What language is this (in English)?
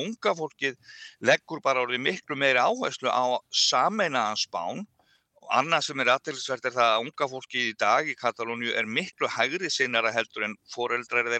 Icelandic